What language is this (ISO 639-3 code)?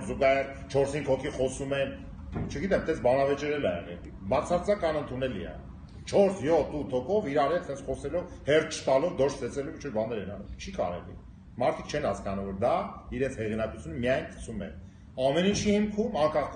hye